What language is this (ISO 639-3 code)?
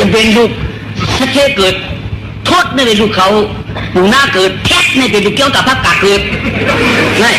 shn